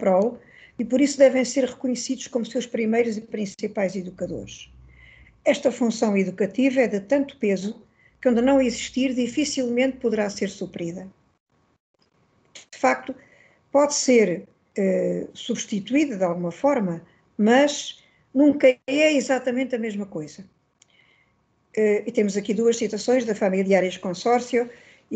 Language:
Portuguese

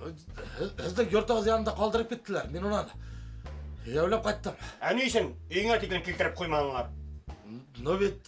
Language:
Bashkir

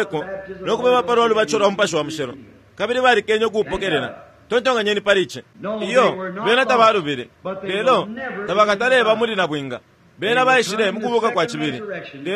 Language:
Bemba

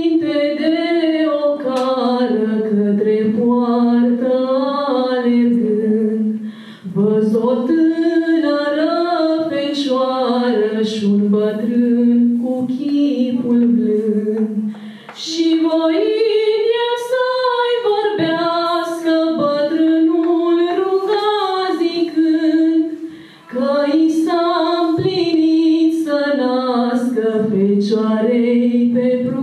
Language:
Romanian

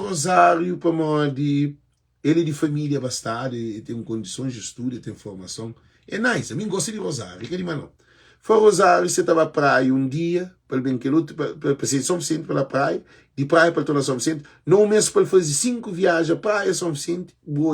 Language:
Kabuverdianu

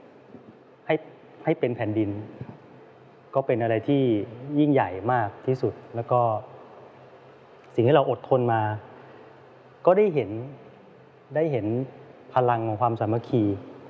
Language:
Thai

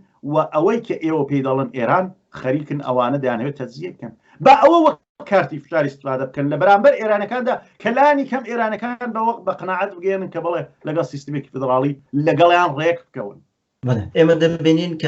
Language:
Central Kurdish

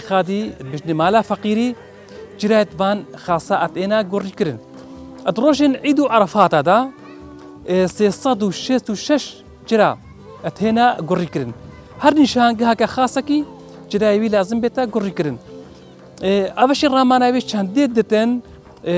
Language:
Kurdish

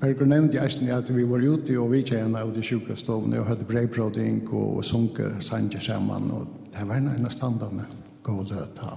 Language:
Faroese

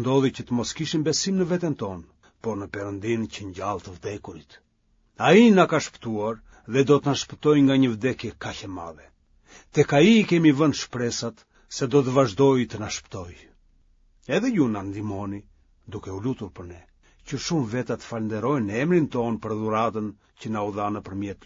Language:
Albanian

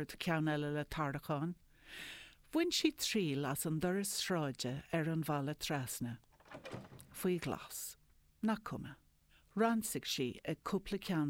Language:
Irish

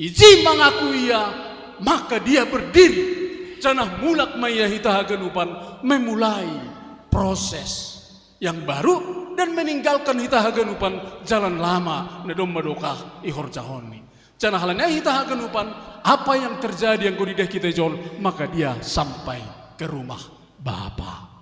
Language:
Batak Simalungun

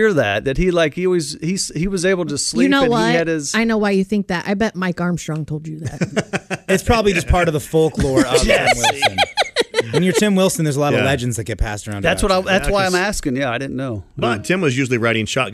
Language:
English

